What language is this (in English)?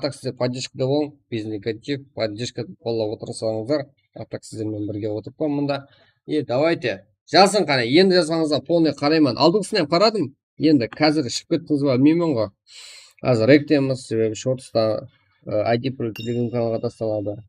Kara-Kalpak